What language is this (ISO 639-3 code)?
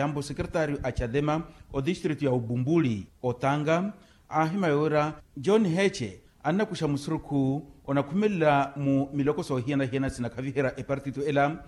vmw